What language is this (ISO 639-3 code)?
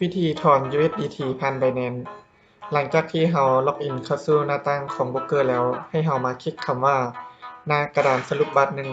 lao